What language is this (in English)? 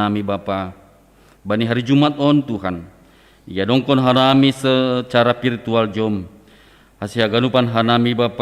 Batak Simalungun